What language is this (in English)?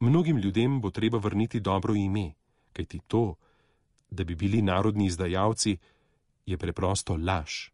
Slovenian